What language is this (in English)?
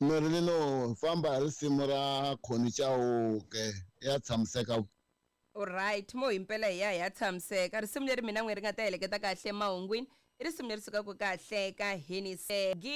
Tsonga